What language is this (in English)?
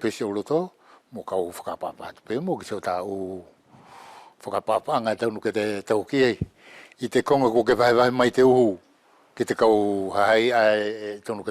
Wallisian